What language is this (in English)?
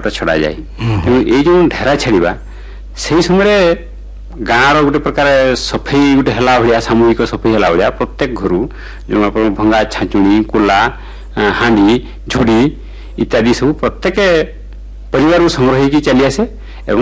Odia